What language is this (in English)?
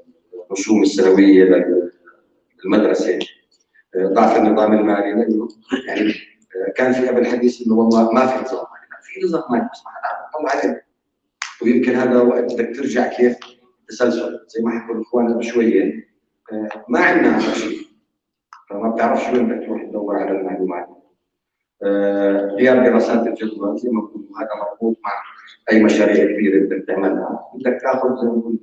North Levantine Arabic